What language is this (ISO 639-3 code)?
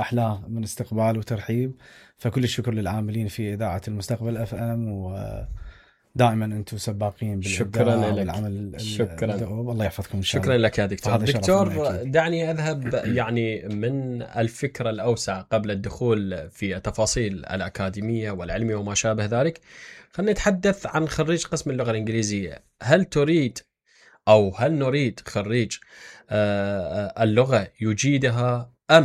acm